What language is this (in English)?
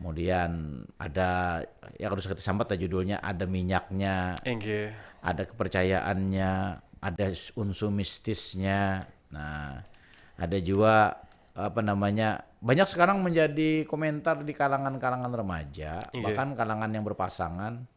Banjar